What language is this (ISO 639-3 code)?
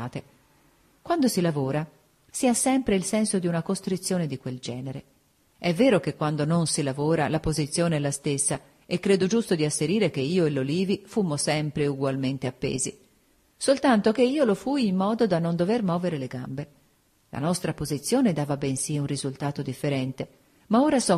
ita